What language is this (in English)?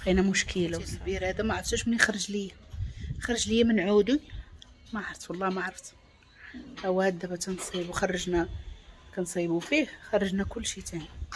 Moroccan Arabic